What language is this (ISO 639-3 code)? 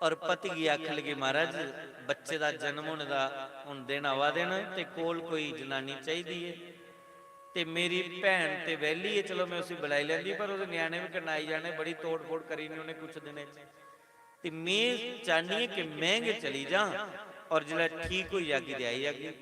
doi